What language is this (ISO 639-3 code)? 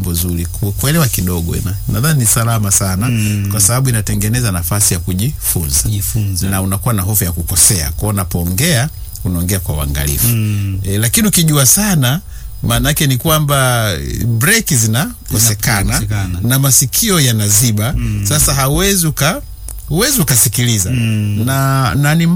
swa